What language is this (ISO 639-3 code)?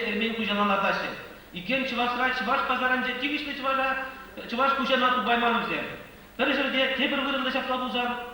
chv